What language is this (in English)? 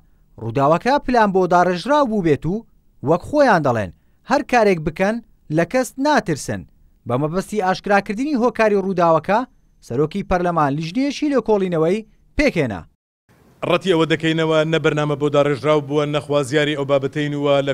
Central Kurdish